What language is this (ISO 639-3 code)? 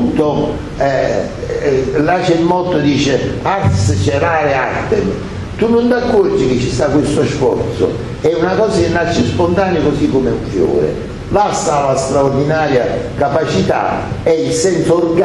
ita